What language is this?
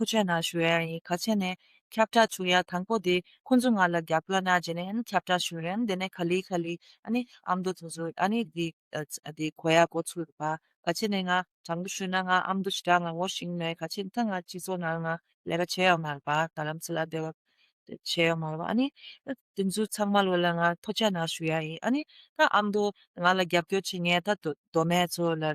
Tibetan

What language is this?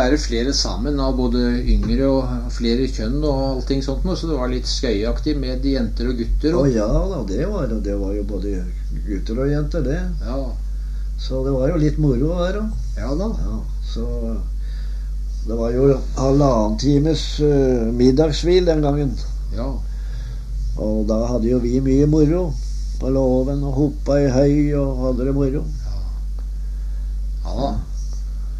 Norwegian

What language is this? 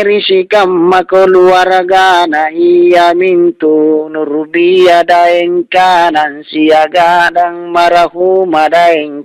Makasar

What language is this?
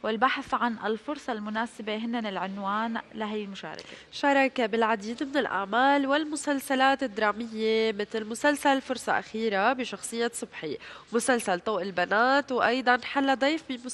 North Levantine Arabic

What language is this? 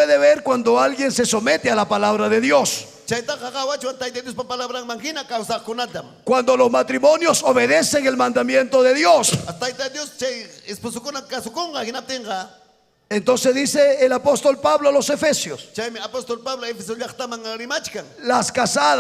Ayacucho Quechua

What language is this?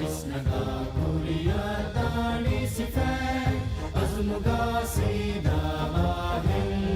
Divehi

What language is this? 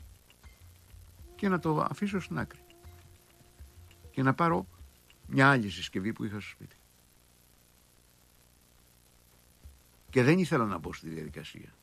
Greek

